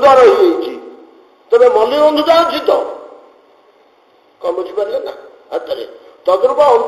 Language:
Odia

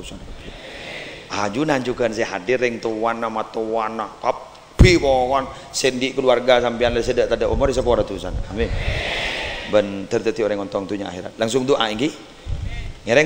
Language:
Madurese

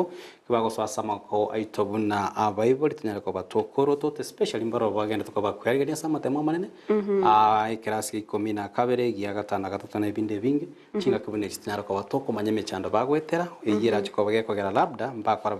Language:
Gusii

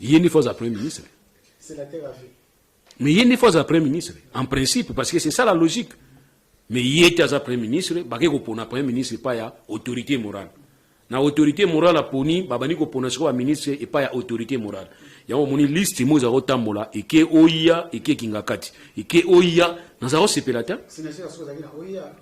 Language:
Lingala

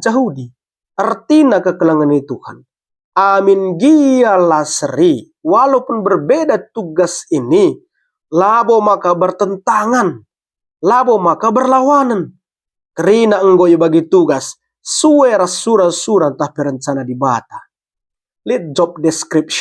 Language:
Batak Karo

